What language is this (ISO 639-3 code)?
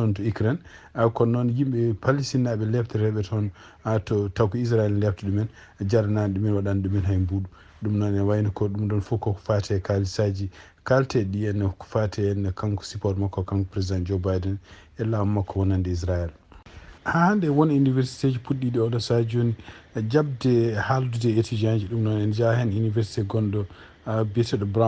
ful